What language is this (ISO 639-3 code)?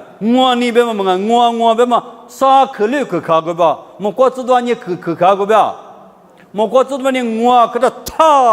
lis